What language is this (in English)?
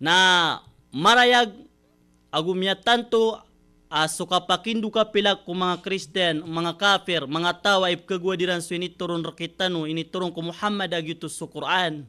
Maranao